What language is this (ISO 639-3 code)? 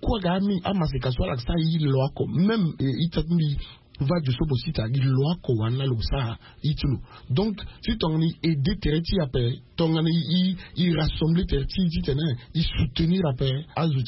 sag